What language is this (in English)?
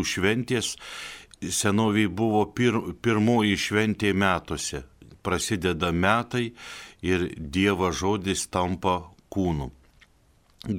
Lithuanian